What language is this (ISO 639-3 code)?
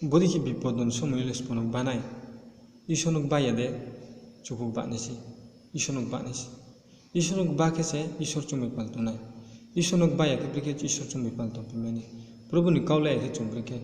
ria